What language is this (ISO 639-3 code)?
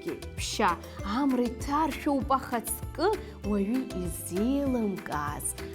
abk